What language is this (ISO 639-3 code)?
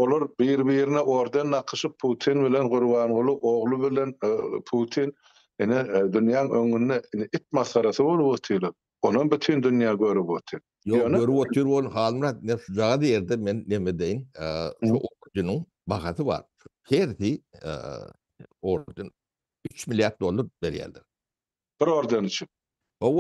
tuk